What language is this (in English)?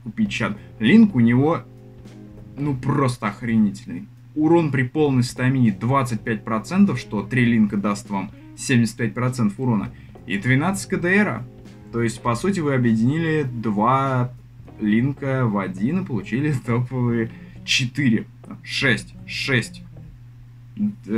Russian